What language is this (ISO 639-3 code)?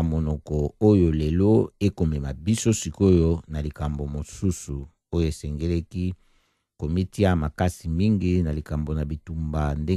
lin